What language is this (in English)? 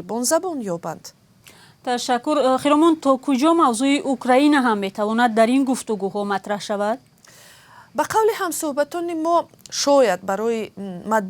Tajik